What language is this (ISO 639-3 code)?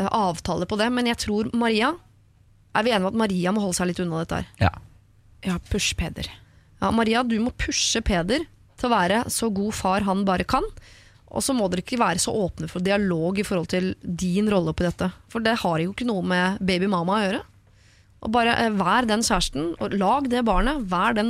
nor